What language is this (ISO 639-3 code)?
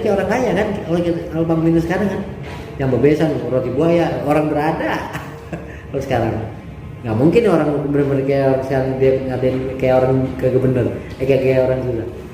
bew